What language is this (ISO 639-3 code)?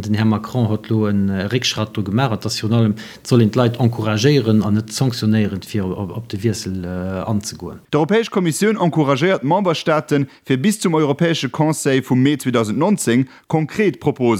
ltz